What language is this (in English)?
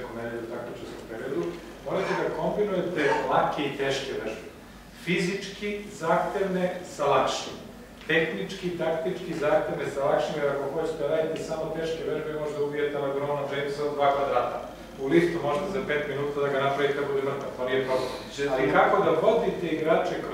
Serbian